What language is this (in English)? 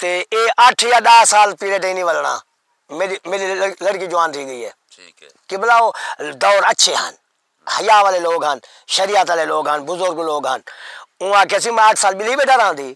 Saraiki